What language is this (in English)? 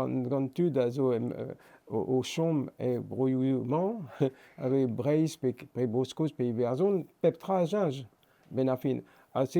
Breton